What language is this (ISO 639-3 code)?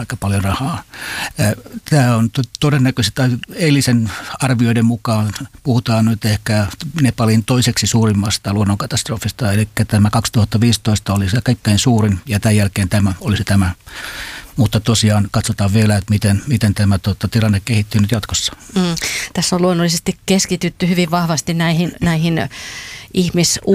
fin